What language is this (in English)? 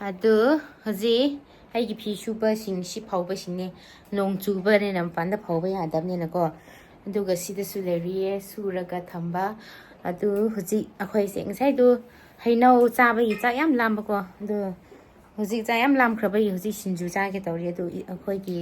Manipuri